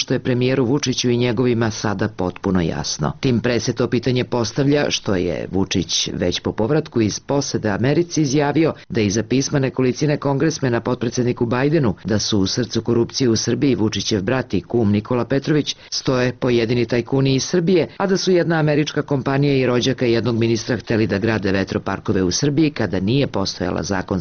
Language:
Serbian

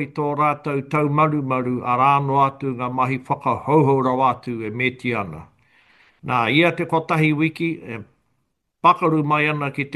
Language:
Māori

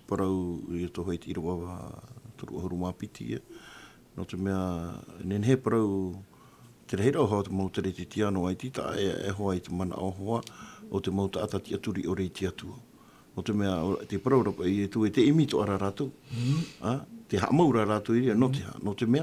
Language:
Tahitian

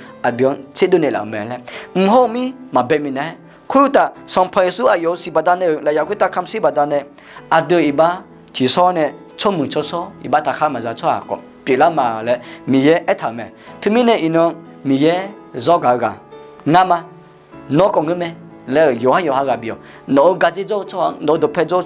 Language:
Akha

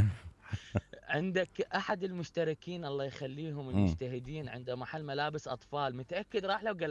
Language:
Mesopotamian Arabic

